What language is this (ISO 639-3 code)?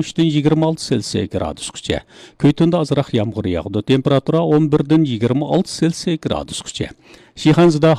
uig